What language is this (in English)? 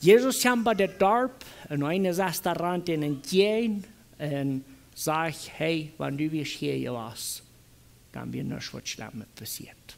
Plautdietsch